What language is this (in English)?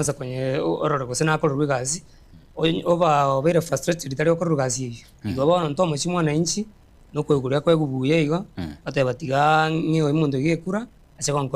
Gusii